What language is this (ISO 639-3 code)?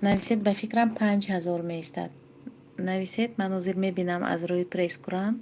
tgk